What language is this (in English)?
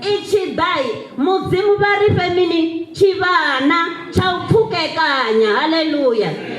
Venda